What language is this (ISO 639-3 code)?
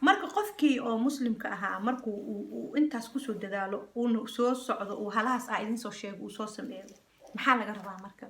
som